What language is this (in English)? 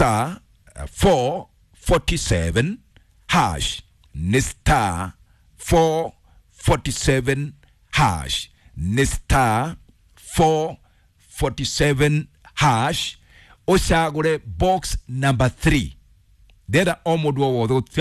Kikuyu